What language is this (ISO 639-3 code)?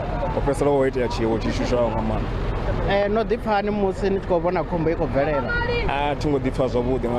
ven